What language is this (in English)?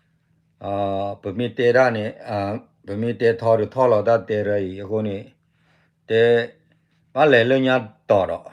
S'gaw Karen